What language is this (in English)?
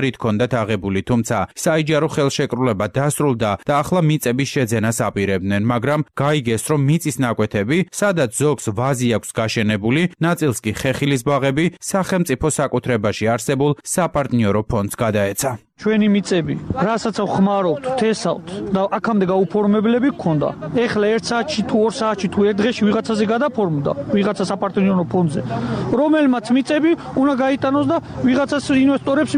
Georgian